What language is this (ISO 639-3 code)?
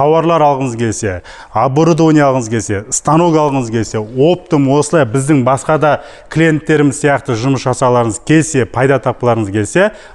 kaz